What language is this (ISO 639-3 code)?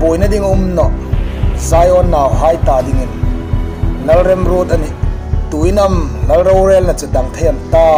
hmr